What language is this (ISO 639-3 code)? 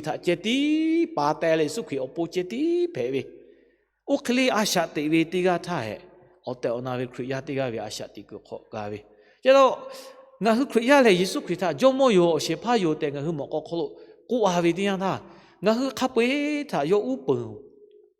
lhu